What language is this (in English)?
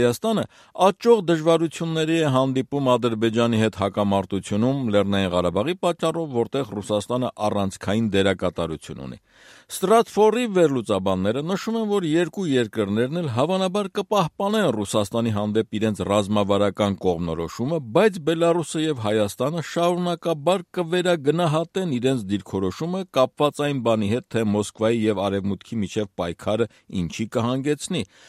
Armenian